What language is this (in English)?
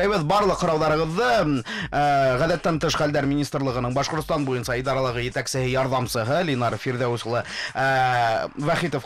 Bashkir